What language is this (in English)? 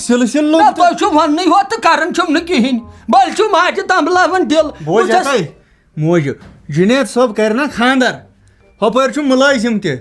Kashmiri